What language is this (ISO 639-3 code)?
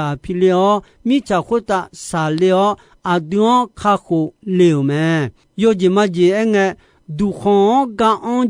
ahk